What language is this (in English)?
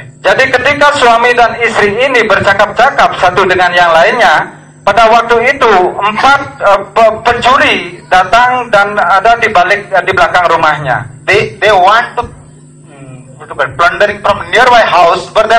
Indonesian